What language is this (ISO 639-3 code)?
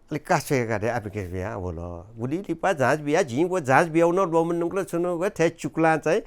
new